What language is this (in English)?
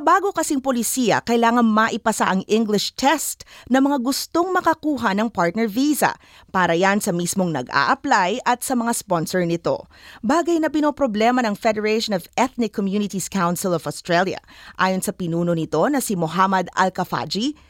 Filipino